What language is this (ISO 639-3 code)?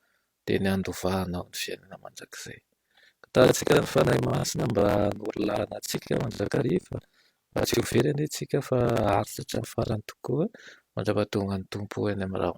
mlg